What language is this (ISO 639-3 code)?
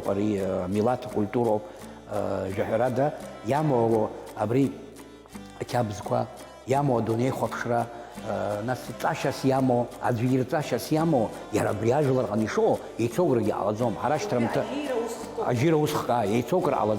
abk